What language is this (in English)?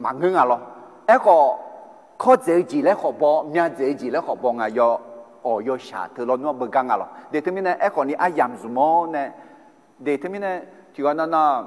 Akha